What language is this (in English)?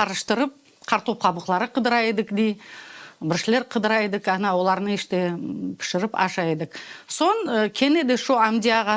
Crimean Tatar